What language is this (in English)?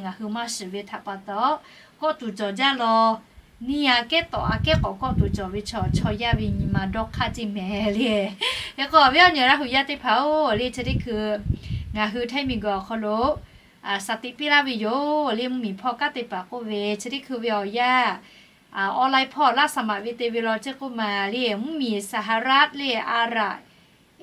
Lahu